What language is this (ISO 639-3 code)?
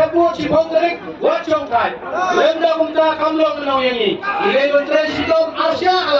kha